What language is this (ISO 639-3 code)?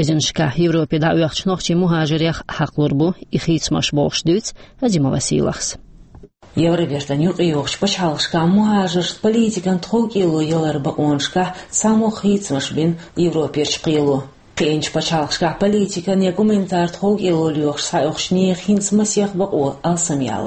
che